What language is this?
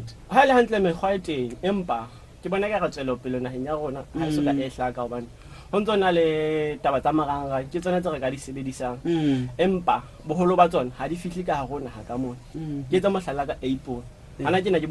Southern Sotho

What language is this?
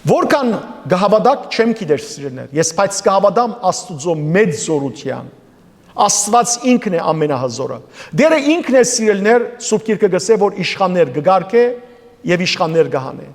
Western Armenian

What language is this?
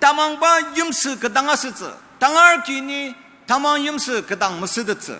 Ao Naga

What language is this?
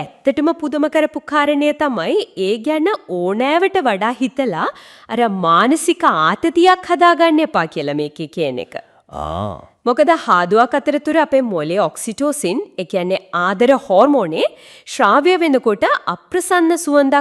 Sinhala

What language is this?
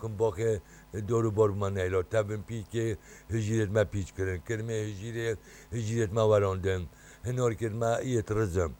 Kurdish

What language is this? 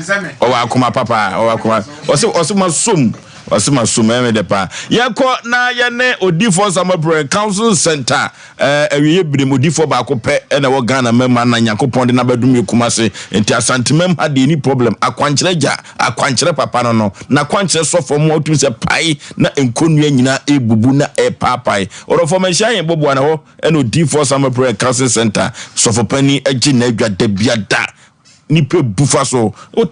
Akan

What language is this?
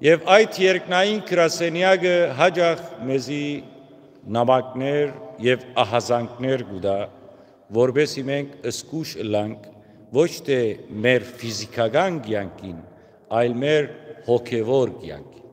Western Armenian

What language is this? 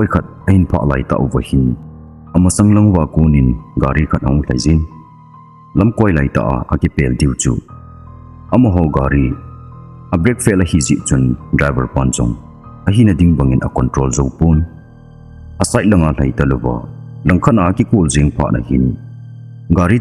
Thado Chin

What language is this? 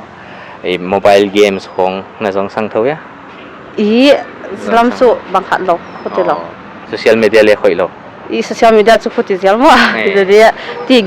Paite Chin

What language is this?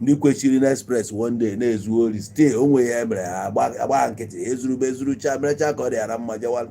Igbo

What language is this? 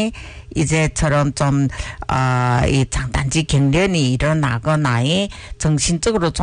Korean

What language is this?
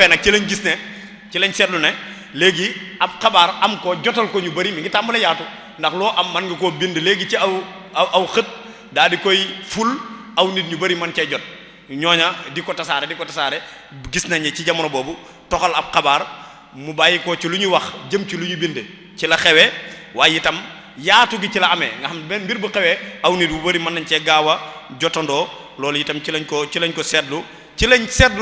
Wolof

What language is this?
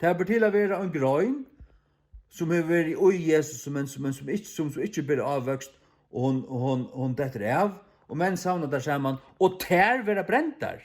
Faroese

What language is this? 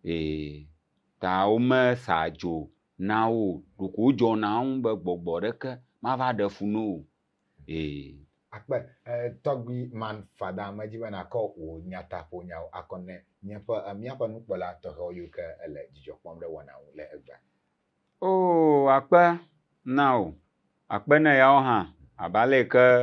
Ewe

